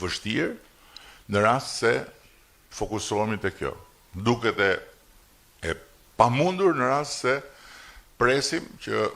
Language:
Albanian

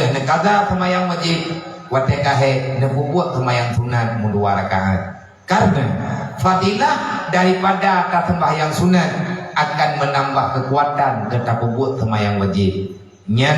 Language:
Achinese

